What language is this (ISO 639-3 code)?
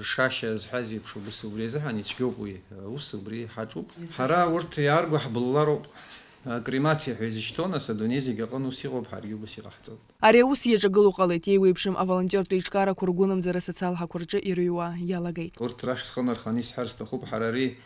abk